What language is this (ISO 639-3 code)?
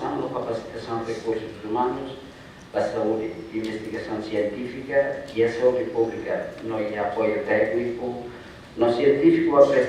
tet